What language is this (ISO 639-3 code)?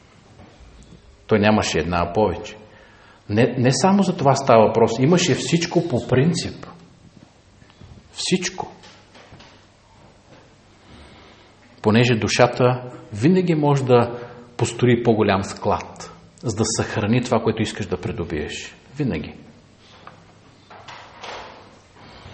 bul